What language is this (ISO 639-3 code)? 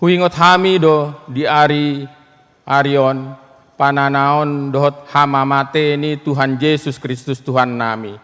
bbc